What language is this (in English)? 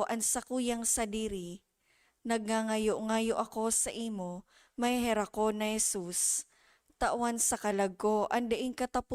Bikol